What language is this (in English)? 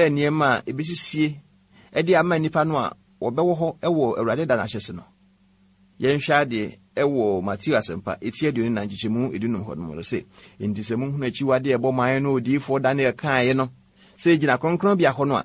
Akan